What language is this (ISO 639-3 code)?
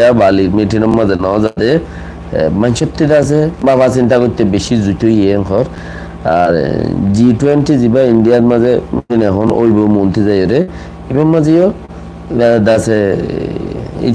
rhg